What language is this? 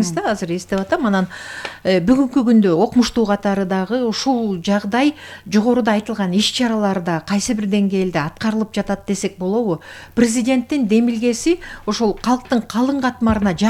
Kyrgyz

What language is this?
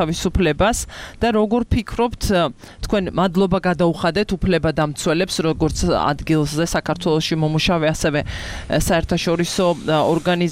Georgian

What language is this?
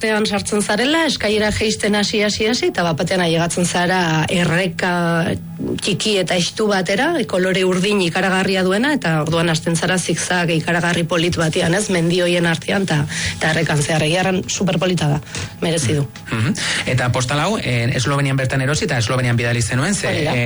Basque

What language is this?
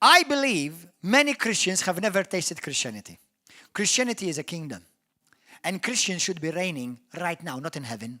English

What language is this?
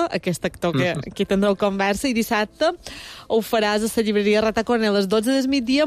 Catalan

